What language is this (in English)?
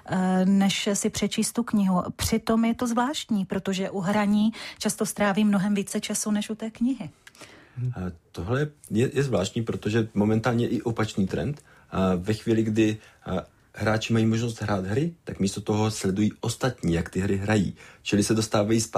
Czech